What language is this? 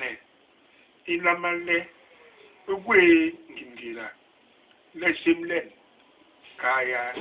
Basaa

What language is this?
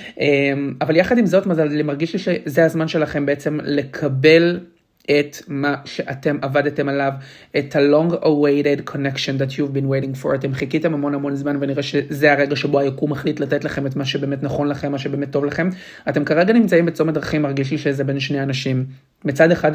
Hebrew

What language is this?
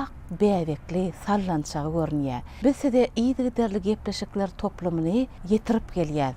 Turkmen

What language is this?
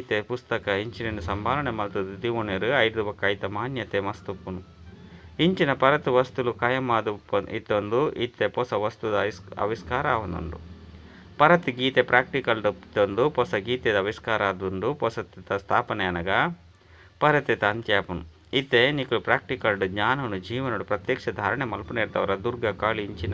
Tulu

